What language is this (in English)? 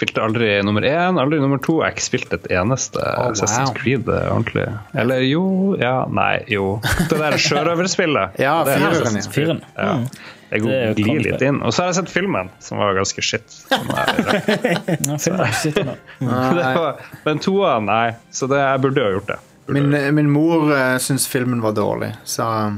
Norwegian